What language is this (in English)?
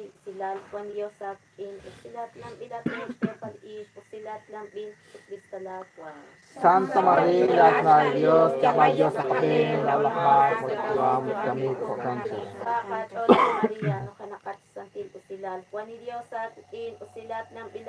Kekchí